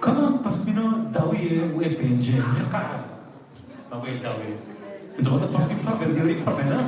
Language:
Kurdish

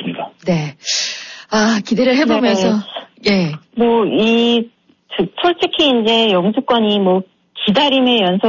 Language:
Korean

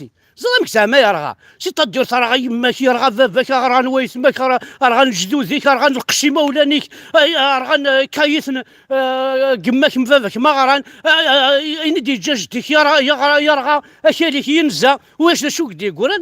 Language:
Kabyle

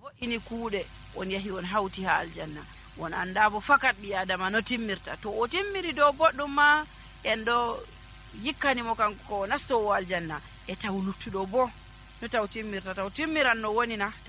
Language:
Nigerian Fulfulde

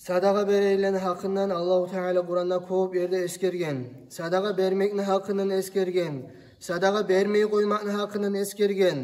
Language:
Kumyk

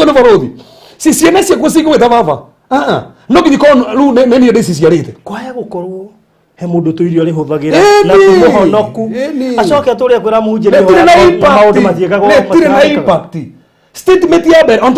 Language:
Kikuyu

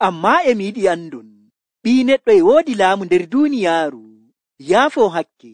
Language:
Nigerian Fulfulde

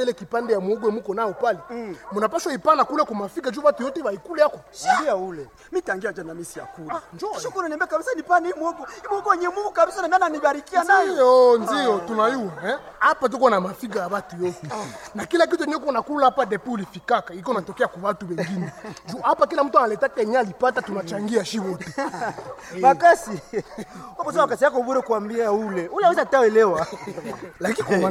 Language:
Swahili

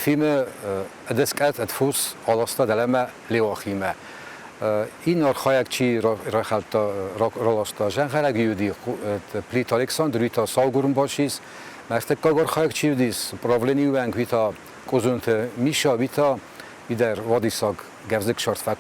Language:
Ossetic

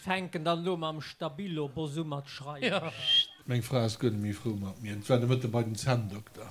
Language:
Luxembourgish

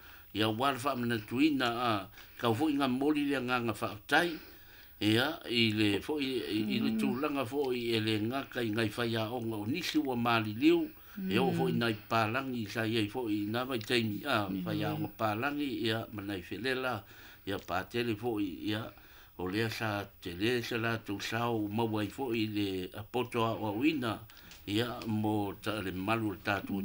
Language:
Samoan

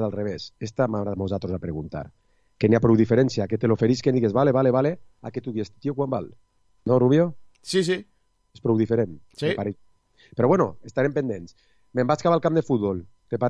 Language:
Catalan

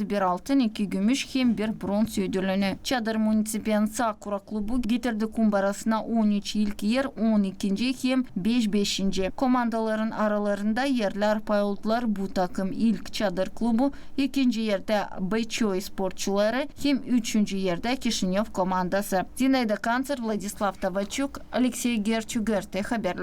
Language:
Gagauz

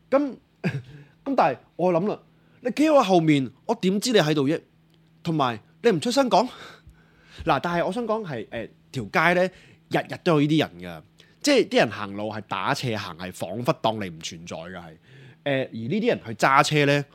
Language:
Cantonese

